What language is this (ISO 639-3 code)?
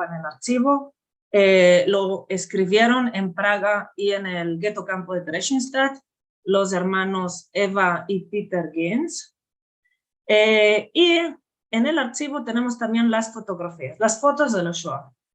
lad